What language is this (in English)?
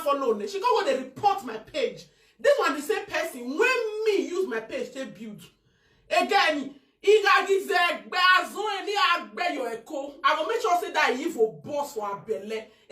Nigerian Pidgin